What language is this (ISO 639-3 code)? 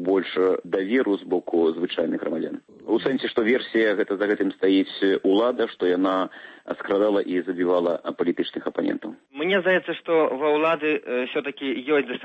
bel